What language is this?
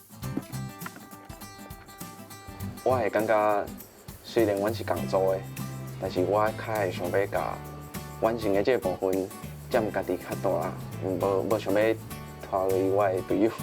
Min Nan Chinese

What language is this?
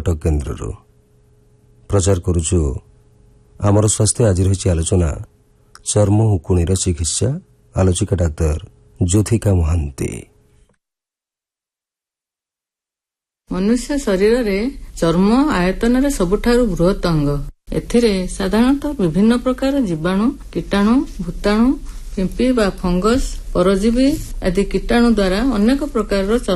Odia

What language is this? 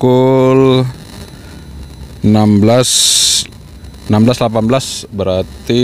Indonesian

